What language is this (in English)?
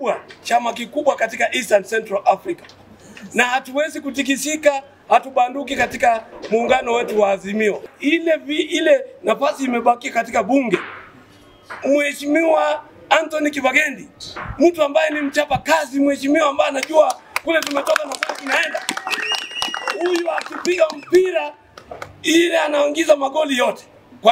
Swahili